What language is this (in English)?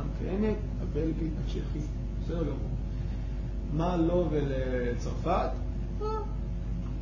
Hebrew